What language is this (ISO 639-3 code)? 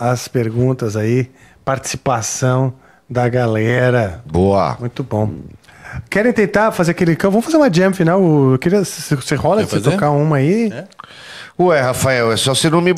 por